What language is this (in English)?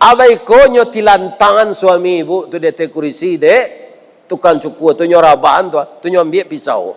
Minangkabau